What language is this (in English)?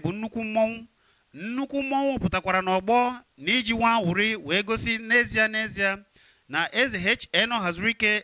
Igbo